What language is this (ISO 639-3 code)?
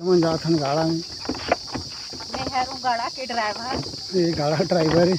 hne